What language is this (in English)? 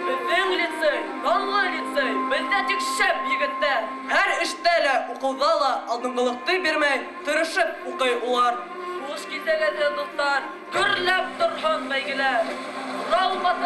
Bashkir